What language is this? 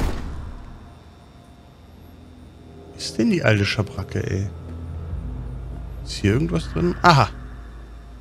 German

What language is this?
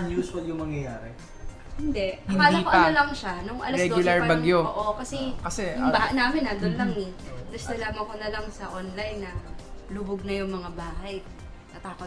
Filipino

